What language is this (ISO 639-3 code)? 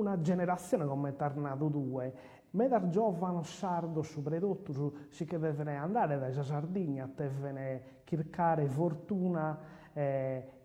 srd